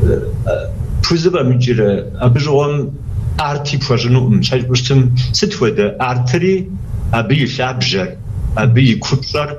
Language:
Kabardian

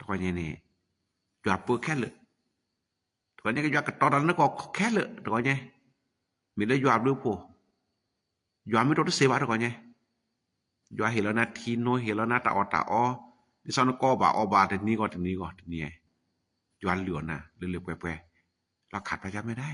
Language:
S'gaw Karen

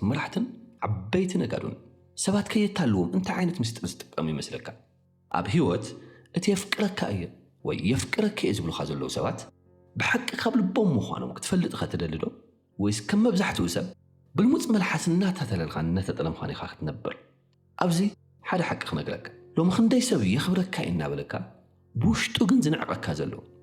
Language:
Tigrinya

